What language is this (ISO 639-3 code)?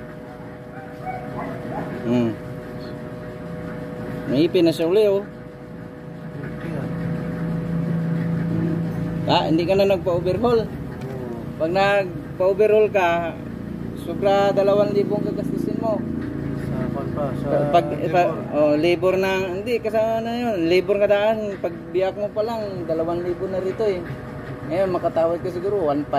fil